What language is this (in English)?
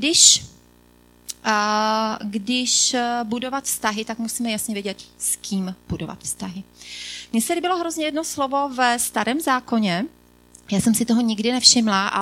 Czech